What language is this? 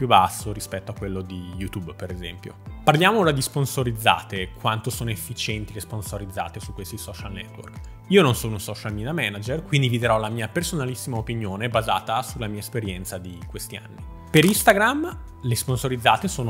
Italian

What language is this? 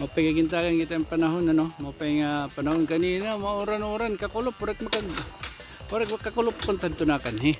Waray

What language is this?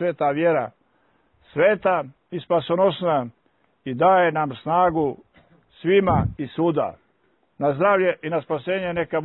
Serbian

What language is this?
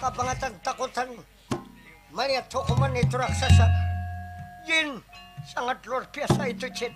Banjar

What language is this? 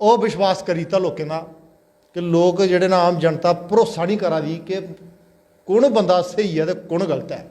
Dogri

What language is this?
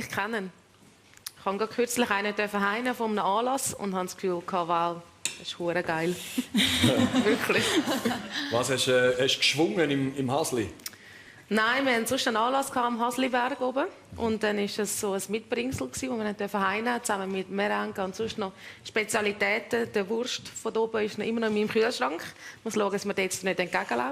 Swiss German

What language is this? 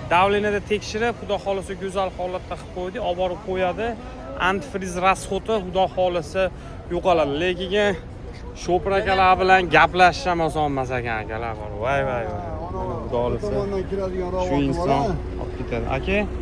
Uzbek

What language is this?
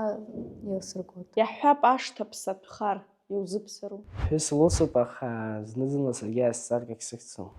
Abkhazian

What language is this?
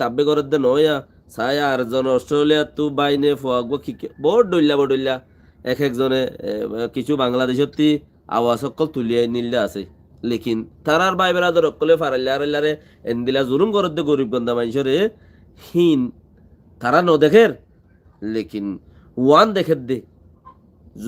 Rohingya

